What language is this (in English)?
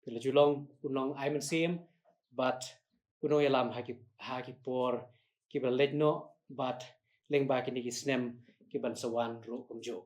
Khasi